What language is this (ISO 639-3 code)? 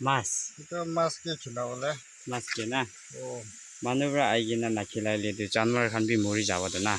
nag